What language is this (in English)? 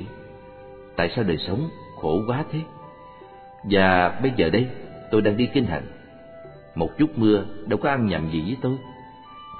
Vietnamese